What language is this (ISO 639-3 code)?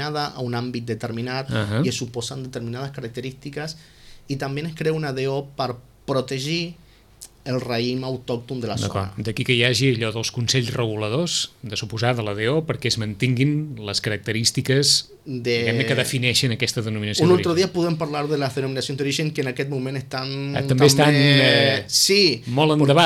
cat